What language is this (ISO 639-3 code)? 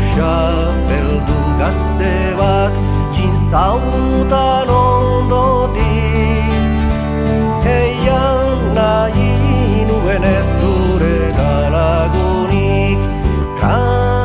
eus